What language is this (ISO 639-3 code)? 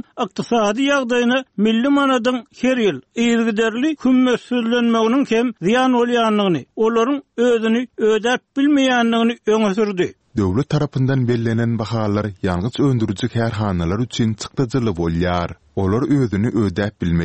tuk